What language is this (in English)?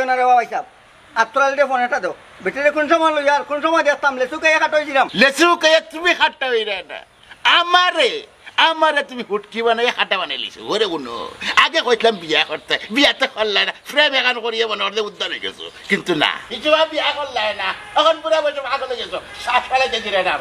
Sylheti